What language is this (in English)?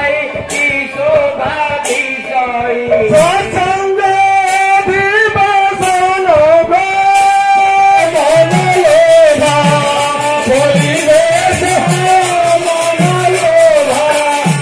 Odia